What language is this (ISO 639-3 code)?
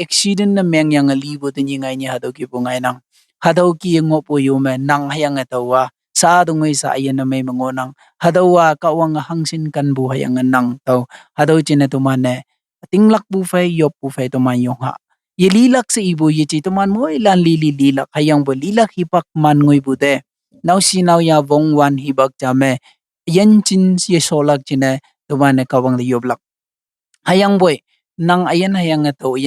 nbe